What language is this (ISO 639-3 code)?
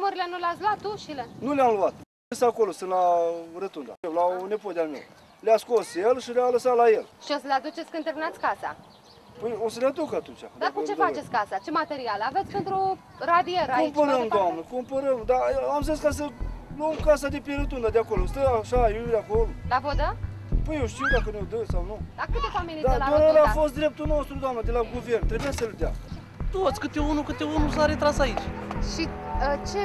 ron